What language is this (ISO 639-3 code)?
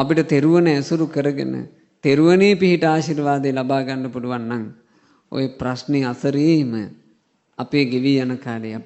sin